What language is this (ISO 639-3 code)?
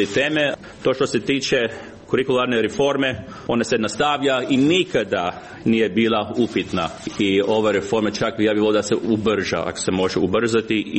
hrv